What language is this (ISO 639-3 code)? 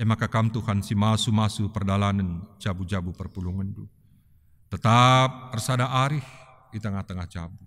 btx